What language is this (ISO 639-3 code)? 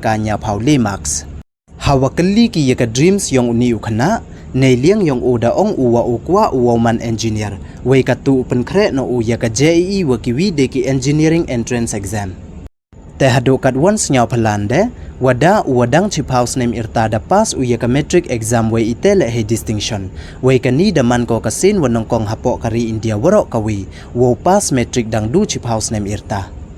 pbv